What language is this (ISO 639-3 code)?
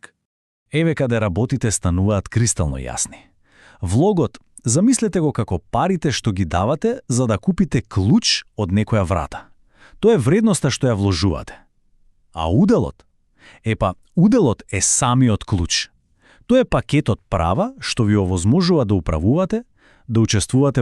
mkd